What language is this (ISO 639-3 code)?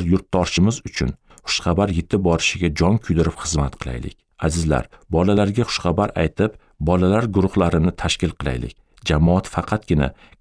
uzb